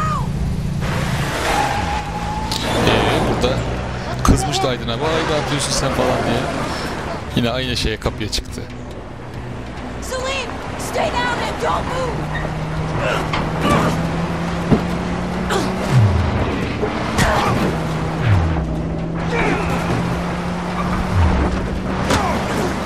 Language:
Turkish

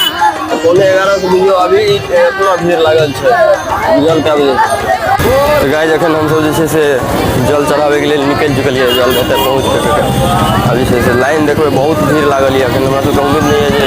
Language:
Maithili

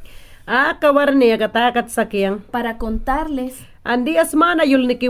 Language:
Mayangna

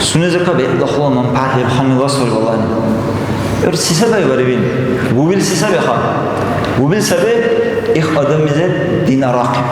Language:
Dargwa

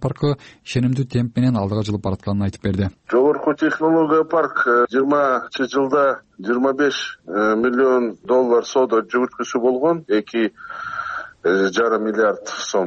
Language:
Kyrgyz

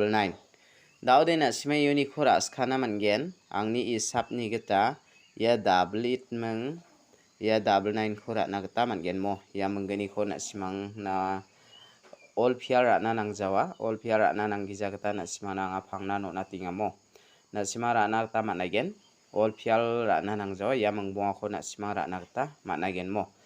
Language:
Garo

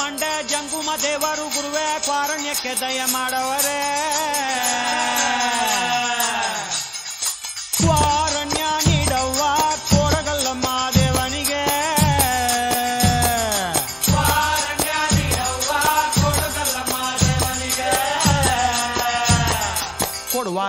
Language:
Kannada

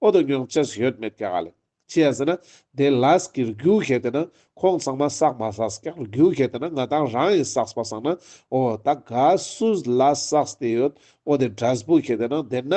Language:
Ladakhi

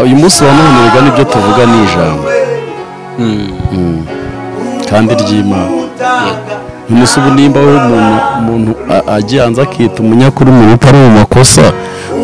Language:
Kinyarwanda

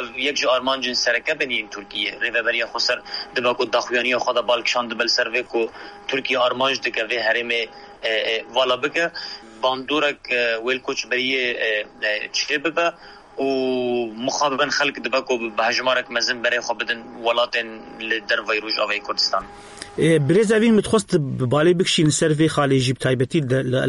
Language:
Kurdish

